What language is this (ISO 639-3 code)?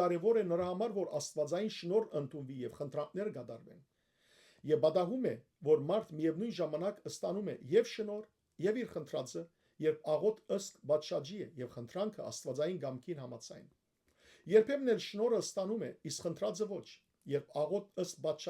hyw